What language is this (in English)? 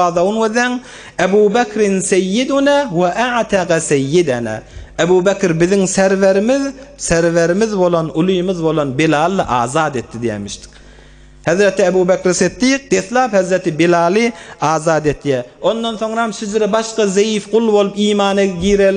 Turkmen